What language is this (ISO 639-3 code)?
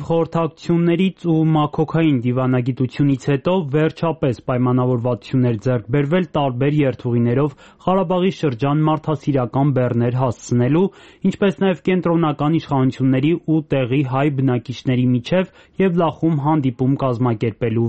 hye